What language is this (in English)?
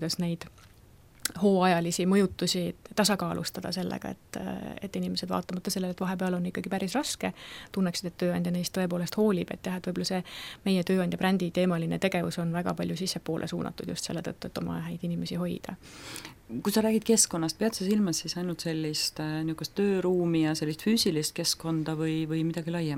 Estonian